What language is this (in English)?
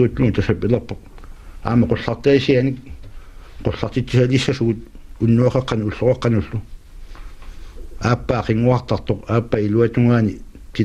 Kalaallisut